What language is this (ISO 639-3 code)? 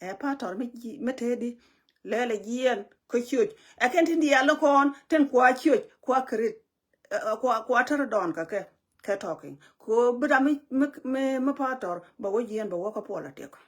nus